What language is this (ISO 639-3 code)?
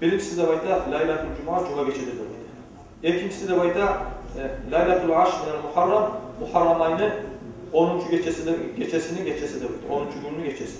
kum